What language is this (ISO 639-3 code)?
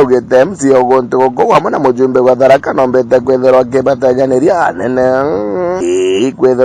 mer